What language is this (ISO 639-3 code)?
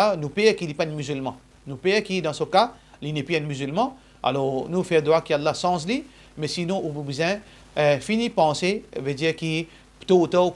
mfe